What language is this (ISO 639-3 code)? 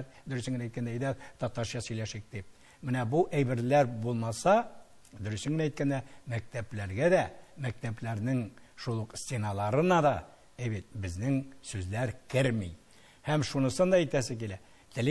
tat